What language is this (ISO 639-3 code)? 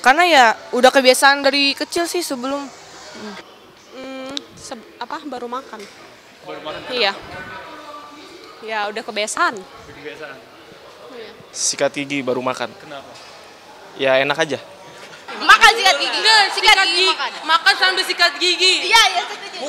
ind